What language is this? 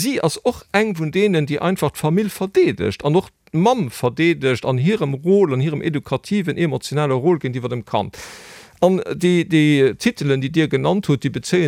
Luxembourgish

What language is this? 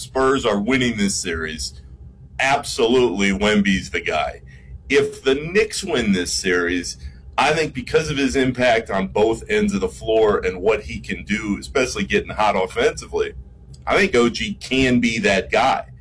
English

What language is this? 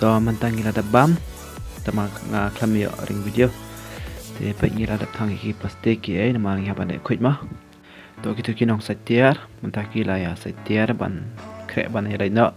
Khasi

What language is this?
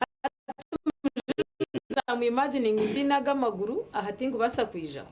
Nyankole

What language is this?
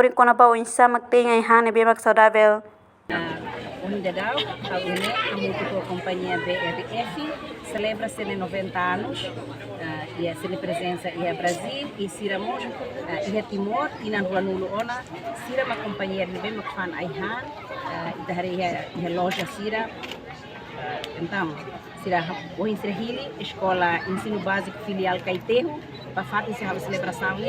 Tetum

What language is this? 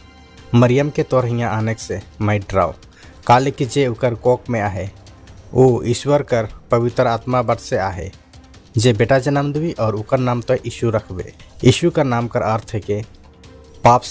Sadri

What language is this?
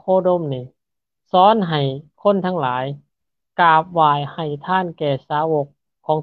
Lao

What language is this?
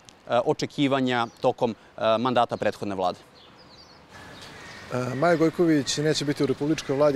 Serbian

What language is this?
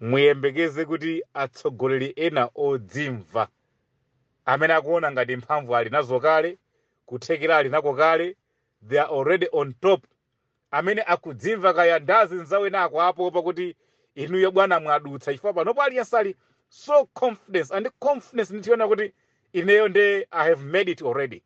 Nyanja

